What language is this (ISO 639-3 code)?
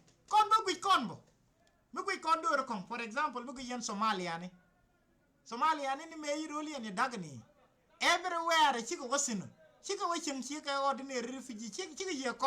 nus